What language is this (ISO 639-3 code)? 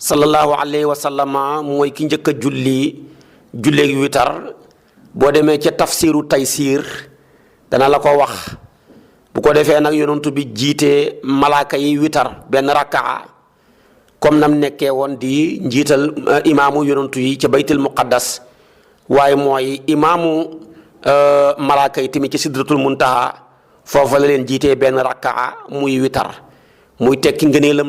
wol